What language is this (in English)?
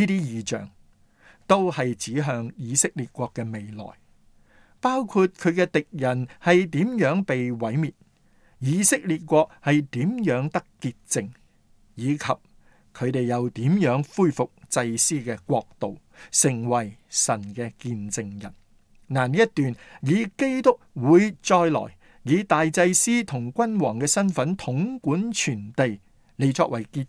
Cantonese